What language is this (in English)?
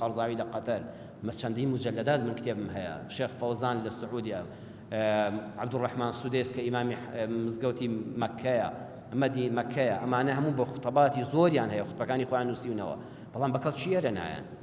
Central Kurdish